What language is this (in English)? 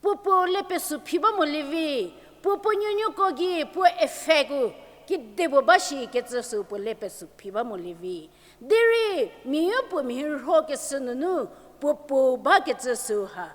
Angami Naga